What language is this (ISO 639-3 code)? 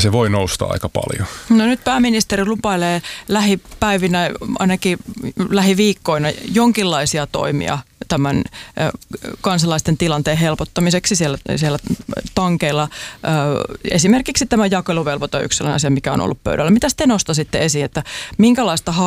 fin